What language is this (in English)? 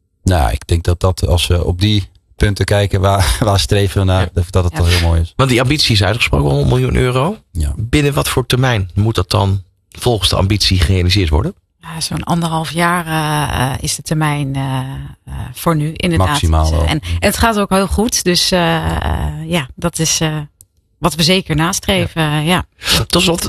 Dutch